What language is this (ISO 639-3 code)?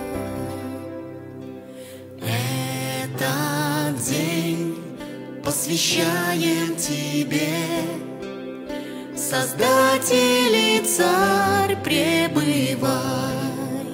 rus